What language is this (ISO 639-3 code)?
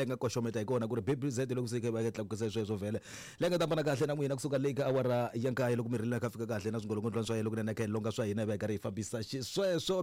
tso